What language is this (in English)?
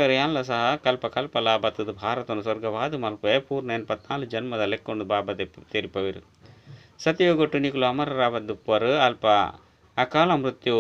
Tulu